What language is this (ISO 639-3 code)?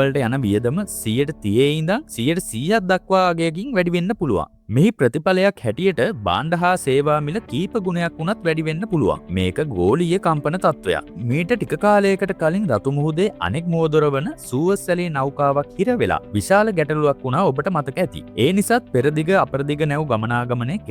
sin